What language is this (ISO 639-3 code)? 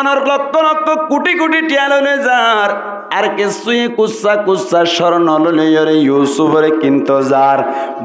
rhg